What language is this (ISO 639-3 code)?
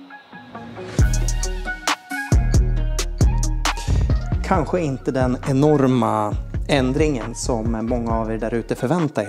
swe